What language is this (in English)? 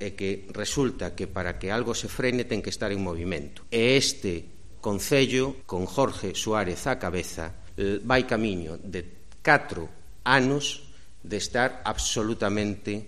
Galician